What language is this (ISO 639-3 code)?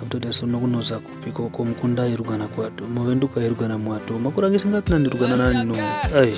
kwn